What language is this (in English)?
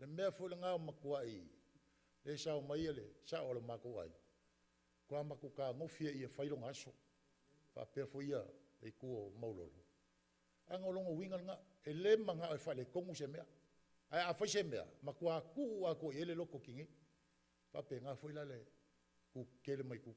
Samoan